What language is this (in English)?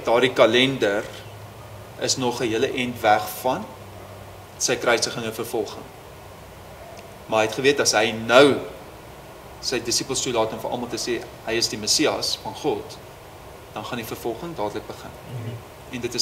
Afrikaans